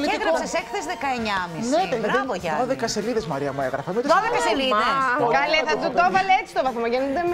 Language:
Greek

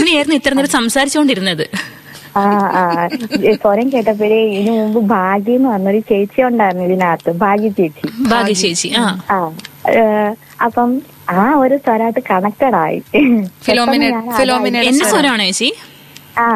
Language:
Malayalam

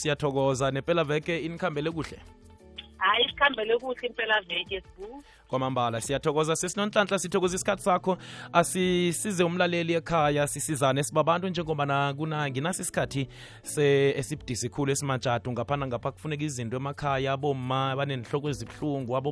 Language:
South Ndebele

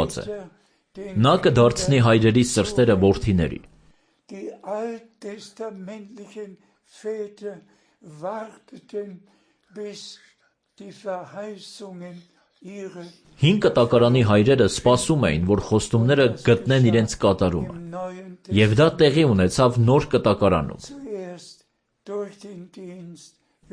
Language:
Armenian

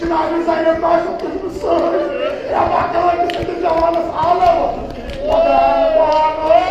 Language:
Kashmiri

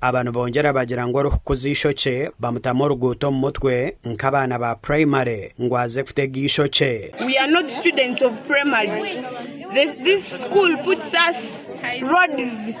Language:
Nyankole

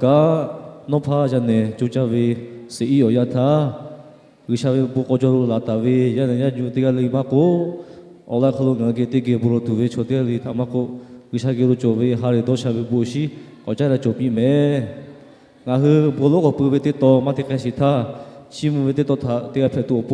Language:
Lahu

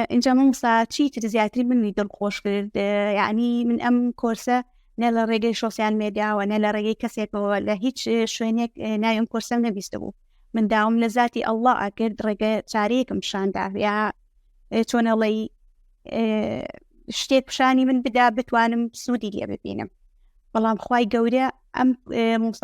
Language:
Central Kurdish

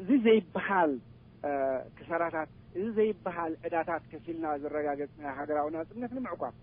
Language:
Tigrinya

